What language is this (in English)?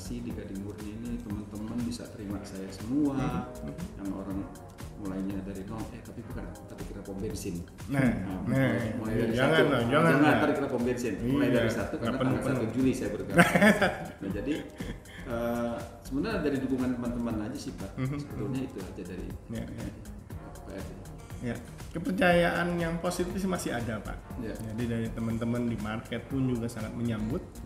Indonesian